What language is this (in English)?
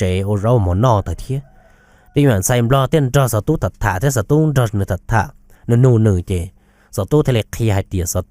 Hmong